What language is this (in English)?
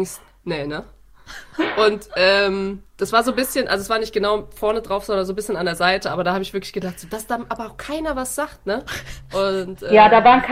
German